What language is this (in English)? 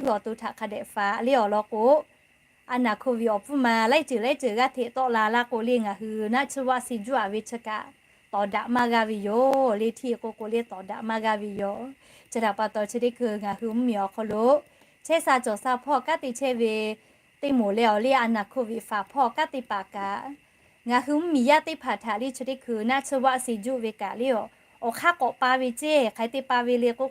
Lahu